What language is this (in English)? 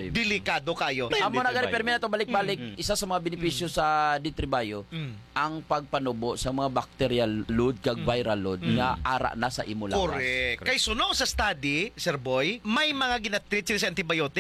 Hiligaynon